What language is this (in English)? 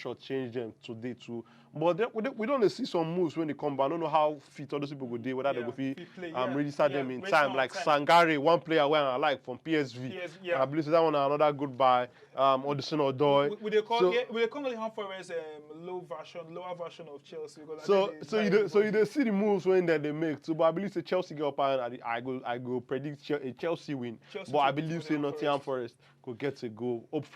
Nigerian Pidgin